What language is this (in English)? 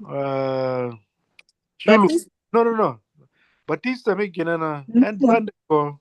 Acoli